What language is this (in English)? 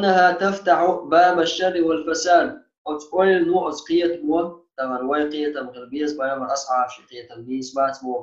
Chechen